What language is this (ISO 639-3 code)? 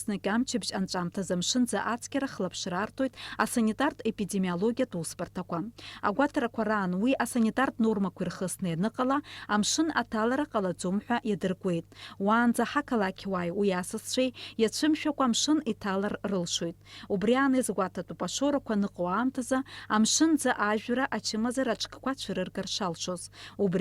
abk